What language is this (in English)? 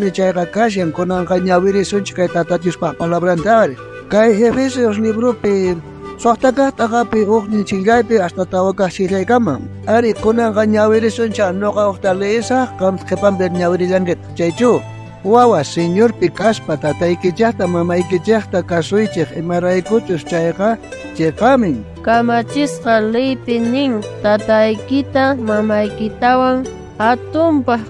South Bolivian Quechua